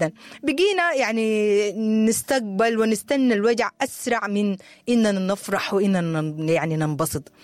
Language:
Sudanese Arabic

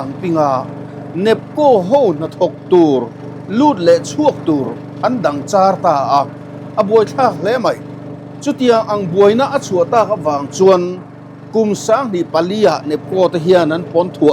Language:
Mizo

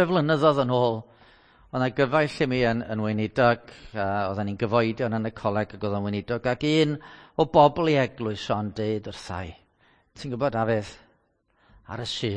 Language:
Welsh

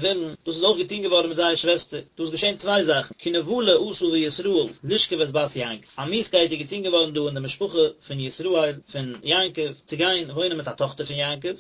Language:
Yiddish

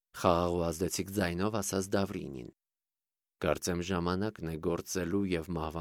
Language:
Armenian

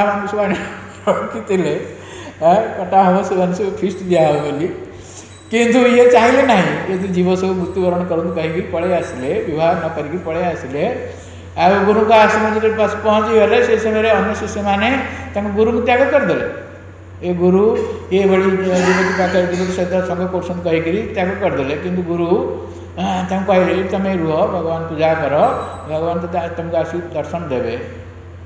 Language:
Odia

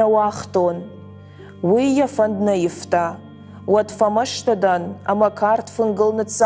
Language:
Ossetic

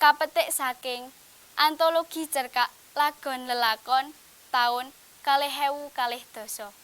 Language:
Javanese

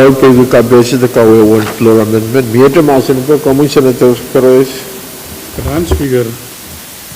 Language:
Pohnpeian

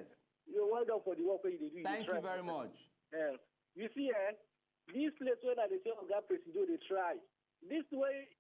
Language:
Nigerian Pidgin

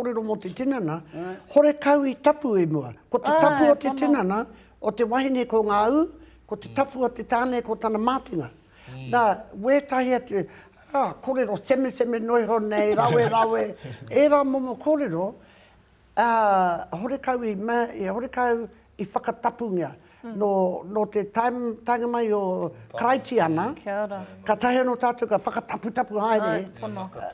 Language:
Māori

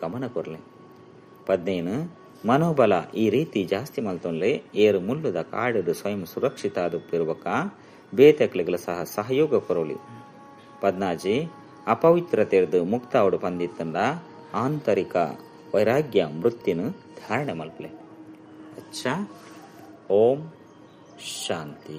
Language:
Tulu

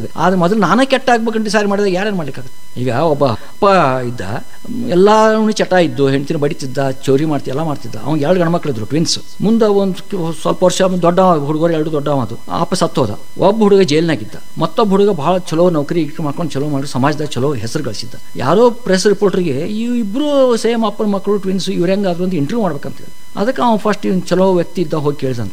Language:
Kannada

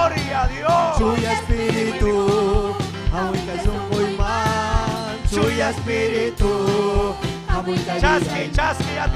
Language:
Ayacucho Quechua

